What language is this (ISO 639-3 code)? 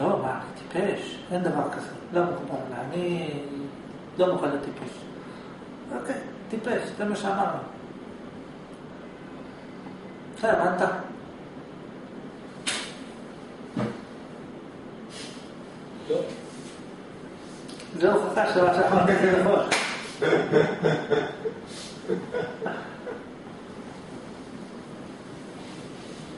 heb